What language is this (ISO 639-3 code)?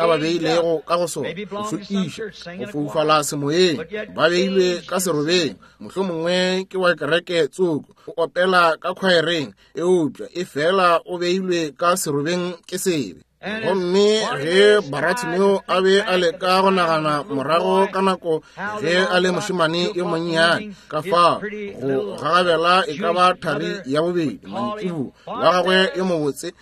nso